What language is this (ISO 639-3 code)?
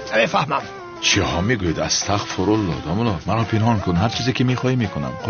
tgk